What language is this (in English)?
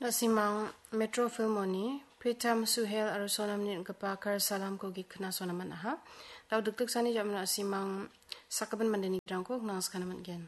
Garo